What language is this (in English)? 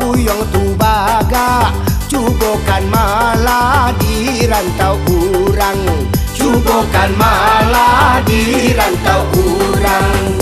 Minangkabau